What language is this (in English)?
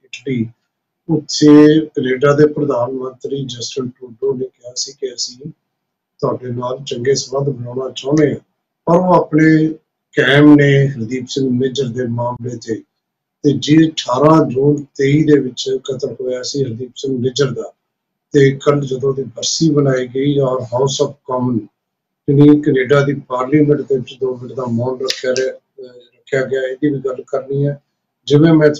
Punjabi